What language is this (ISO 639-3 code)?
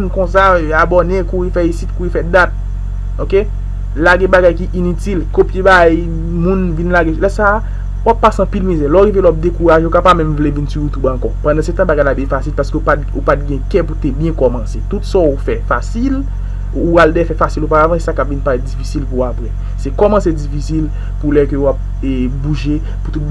hat